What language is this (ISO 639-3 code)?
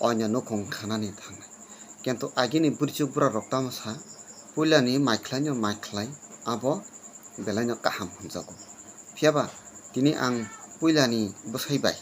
trp